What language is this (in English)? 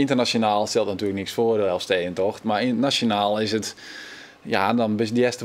Western Frisian